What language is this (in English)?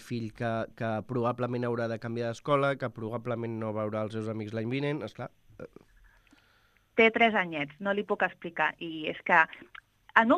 Catalan